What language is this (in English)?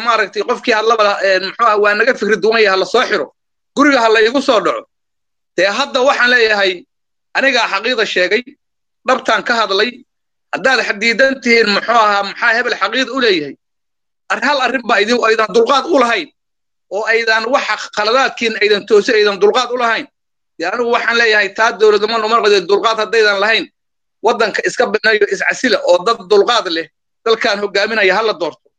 Somali